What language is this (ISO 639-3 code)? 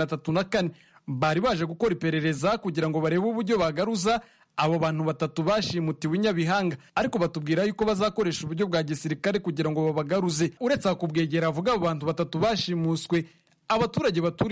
kin